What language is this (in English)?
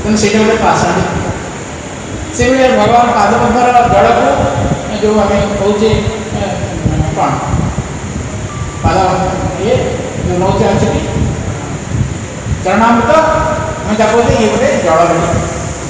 Odia